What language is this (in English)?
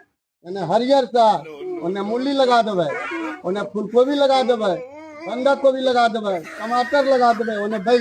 Magahi